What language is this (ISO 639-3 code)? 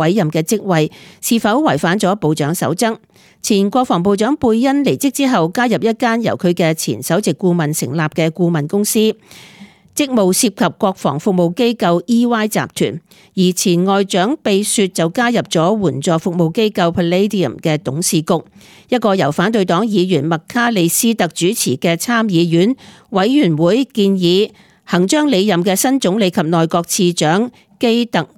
yue